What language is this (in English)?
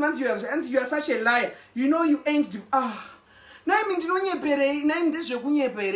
Shona